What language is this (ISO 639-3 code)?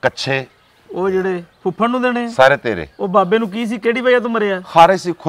pan